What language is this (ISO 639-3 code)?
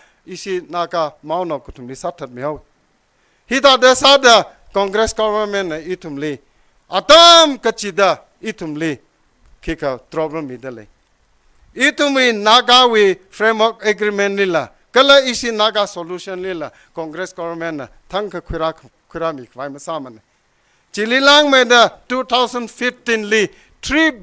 nmf